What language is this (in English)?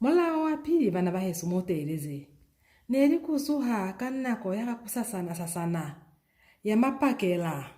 Lozi